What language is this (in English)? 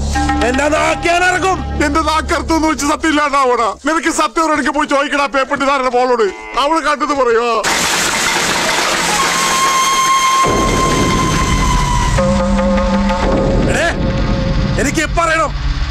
Malayalam